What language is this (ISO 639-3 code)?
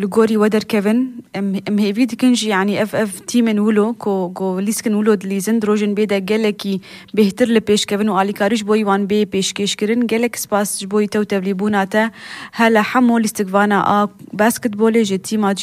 kur